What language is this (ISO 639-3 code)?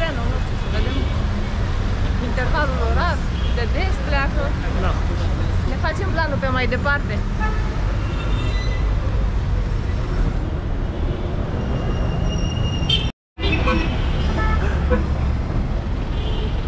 ron